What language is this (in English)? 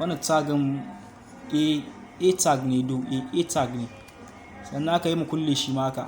Hausa